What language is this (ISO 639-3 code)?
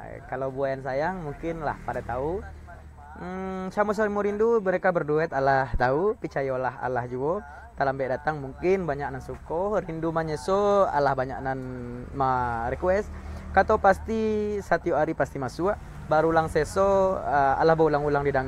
min